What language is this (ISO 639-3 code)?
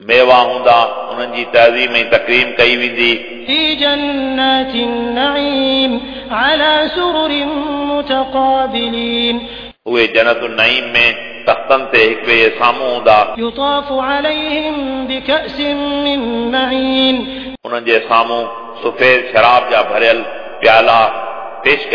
snd